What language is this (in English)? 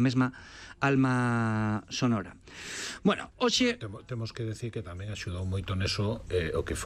Galician